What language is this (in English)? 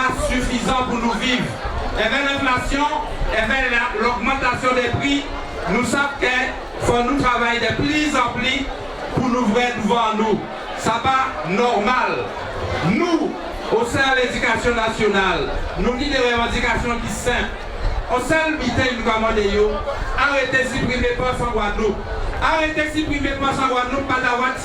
Guadeloupean Creole French